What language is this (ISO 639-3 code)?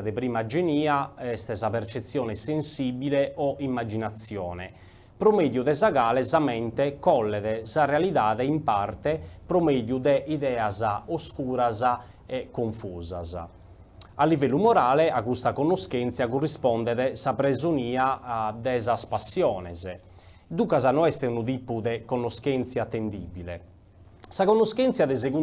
srd